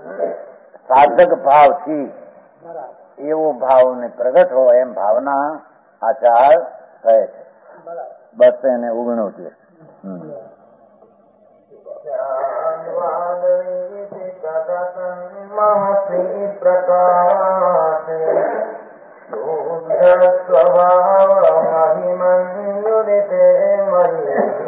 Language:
Gujarati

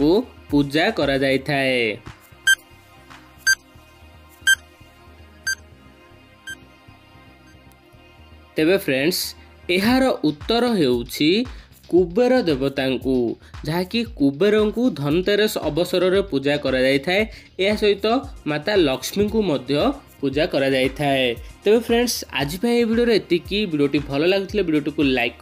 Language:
Odia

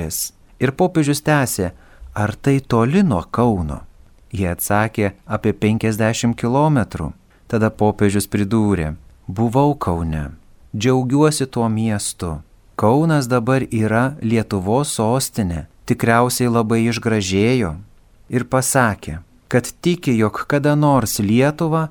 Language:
Lithuanian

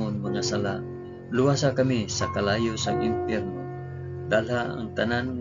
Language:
Hiligaynon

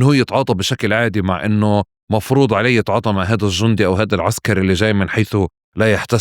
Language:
North Levantine Arabic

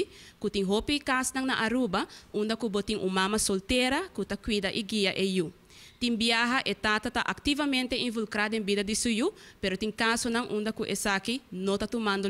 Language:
Papiamento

